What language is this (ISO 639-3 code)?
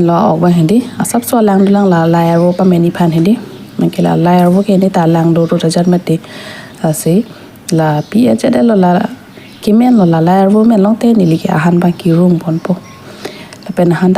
mjw